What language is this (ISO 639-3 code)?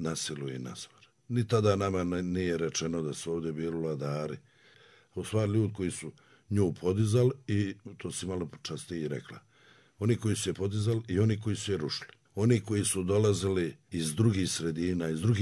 srp